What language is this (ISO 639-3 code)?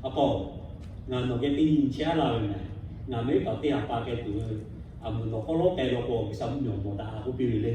lhu